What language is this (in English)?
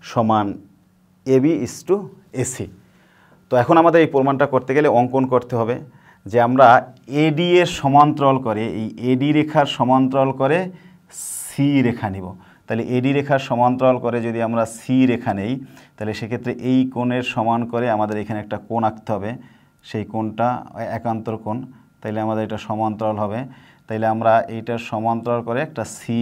Bangla